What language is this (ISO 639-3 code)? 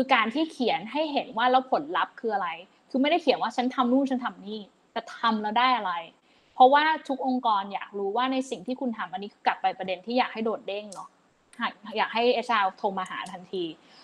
tha